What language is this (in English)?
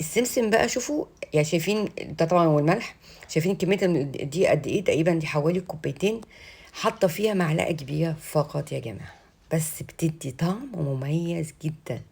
Egyptian Arabic